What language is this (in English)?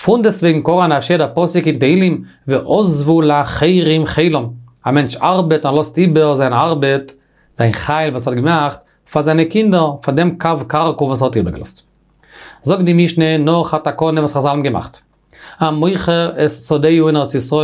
Yiddish